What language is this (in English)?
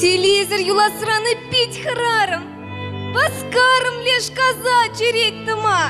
Chuvash